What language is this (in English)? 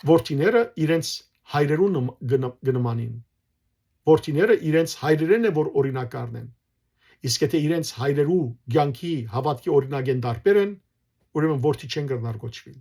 Western Armenian